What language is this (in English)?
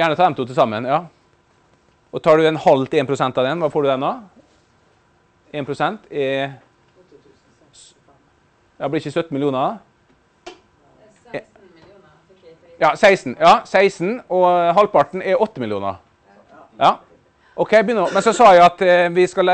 Norwegian